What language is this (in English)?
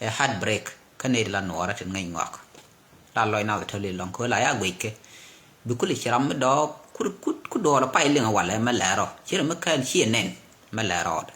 Nuer